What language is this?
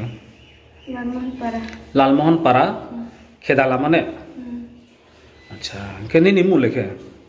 Riang (India)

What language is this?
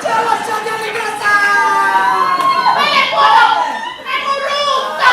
Neapolitan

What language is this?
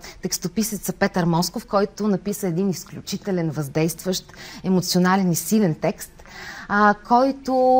Bulgarian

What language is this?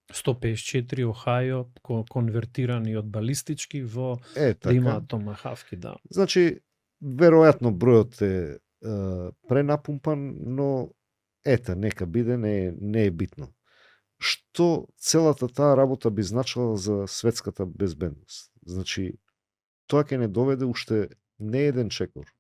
Macedonian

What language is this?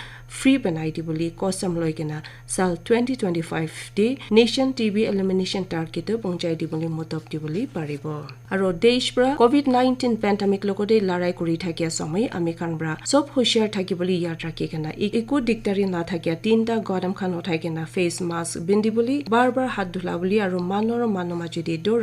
Naga Pidgin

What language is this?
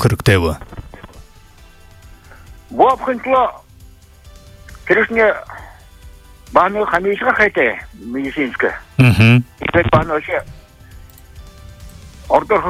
Buriat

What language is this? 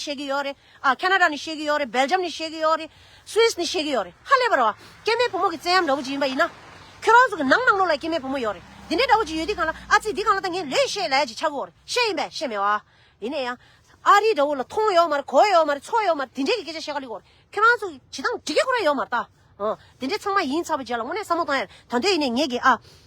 Tibetan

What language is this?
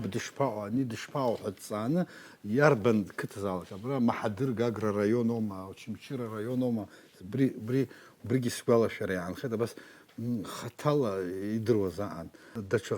Abkhazian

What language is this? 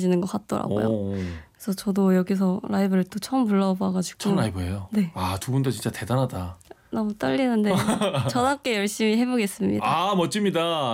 Korean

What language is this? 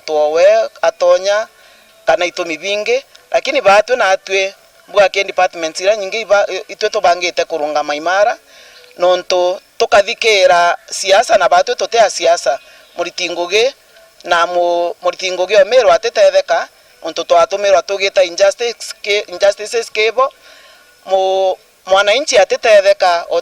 Meru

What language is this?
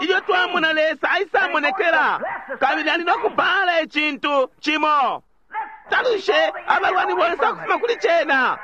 Bemba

